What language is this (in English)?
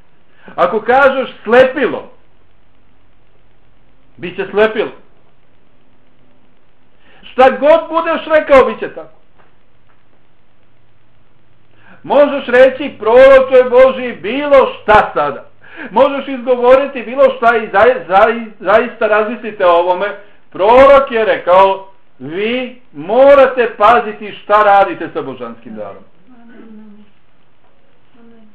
Bosnian